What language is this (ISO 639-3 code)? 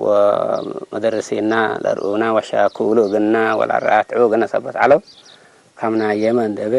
tig